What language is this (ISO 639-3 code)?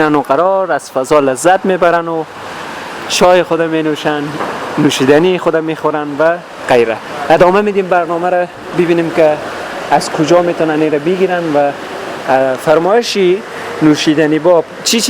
fas